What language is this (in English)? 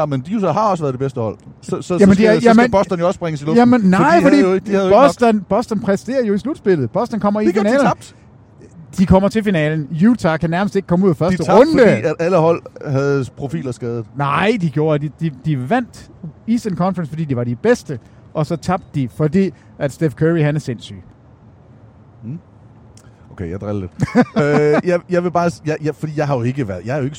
Danish